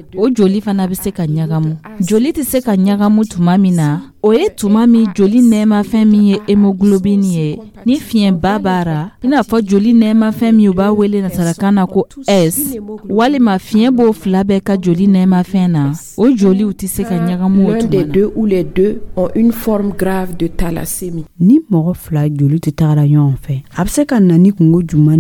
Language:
Dyula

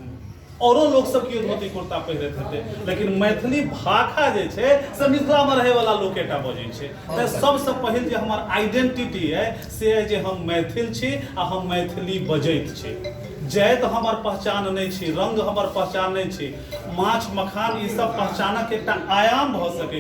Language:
Maithili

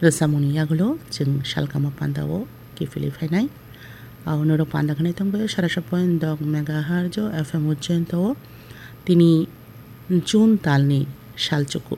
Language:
Kok Borok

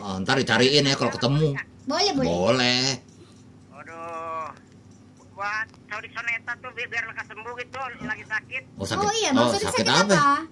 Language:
Betawi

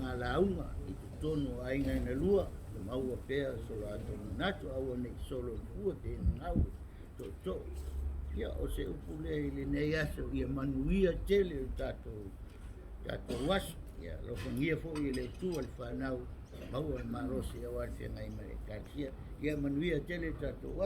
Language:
Samoan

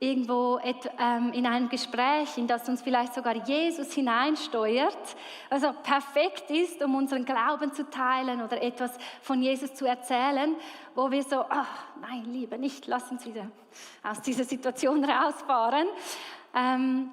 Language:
Swiss German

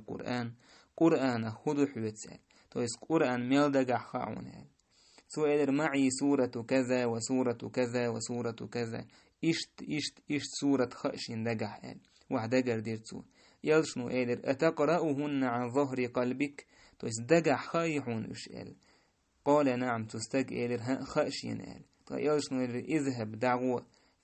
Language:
Chechen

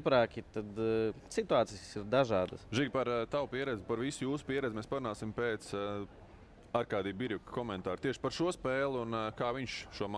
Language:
Latvian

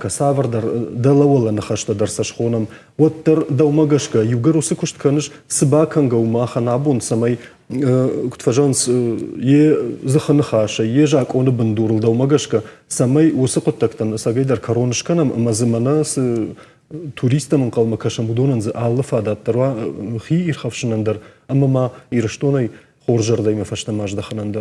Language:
Ossetic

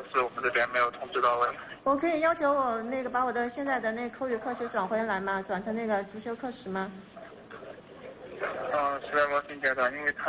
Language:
Chinese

